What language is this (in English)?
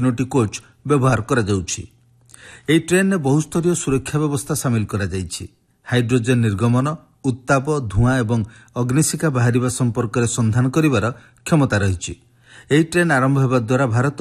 Odia